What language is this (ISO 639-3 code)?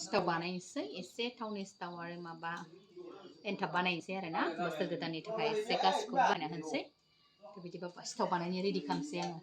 brx